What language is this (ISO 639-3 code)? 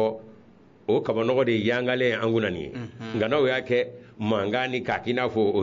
bam